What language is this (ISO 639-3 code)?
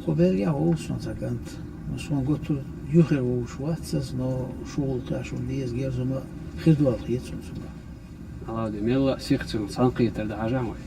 che